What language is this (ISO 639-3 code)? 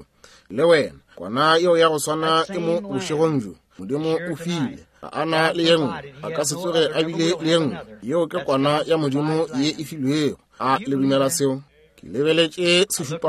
nso